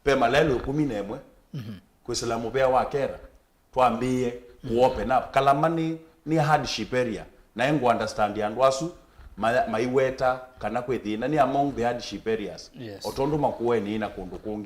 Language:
Kamba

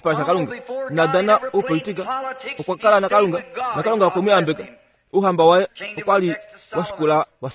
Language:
Kuanyama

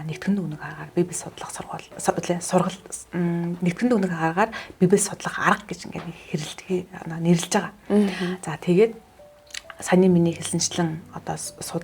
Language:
Mongolian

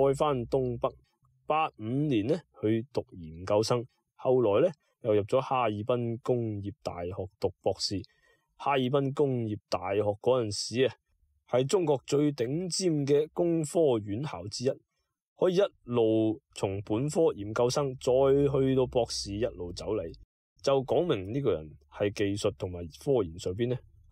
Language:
Cantonese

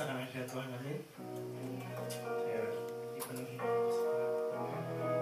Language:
Indonesian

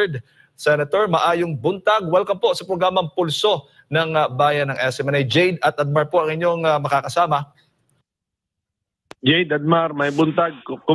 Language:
Filipino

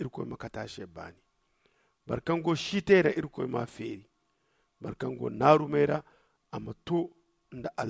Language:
Zarma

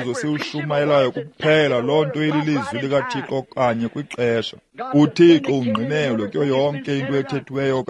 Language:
Xhosa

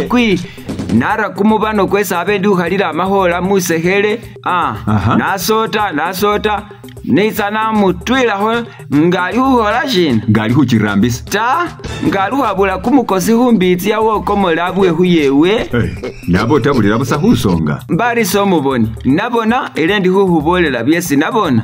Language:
Masaaba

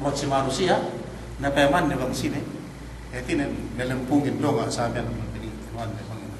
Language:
Yakan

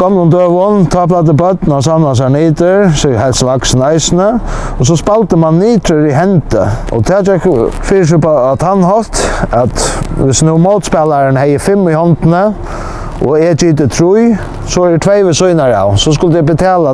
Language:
Faroese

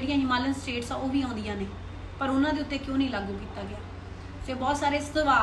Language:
Punjabi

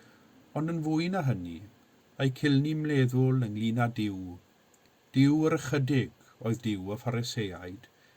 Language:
Welsh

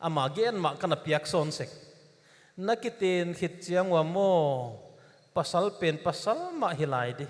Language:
Paite Chin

